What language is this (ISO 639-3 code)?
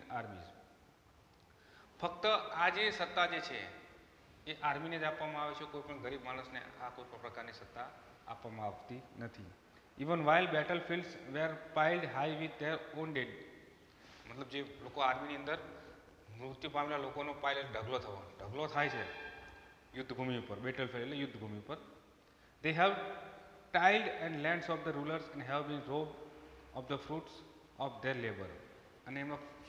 guj